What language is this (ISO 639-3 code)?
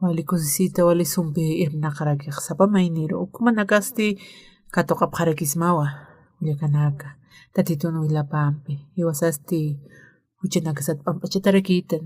aym